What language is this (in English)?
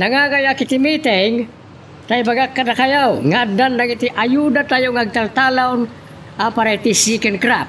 Iloko